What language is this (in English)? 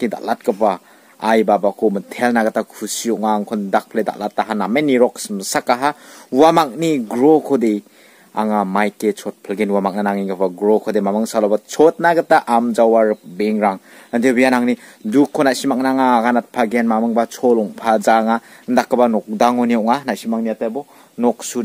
Garo